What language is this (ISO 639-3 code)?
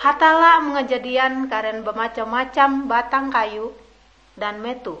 nij